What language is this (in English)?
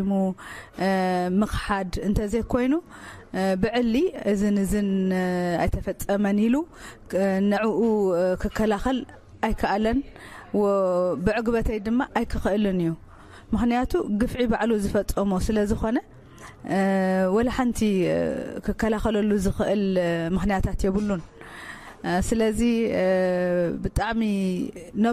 Tigrinya